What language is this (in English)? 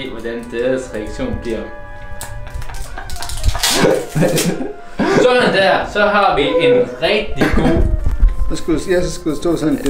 Danish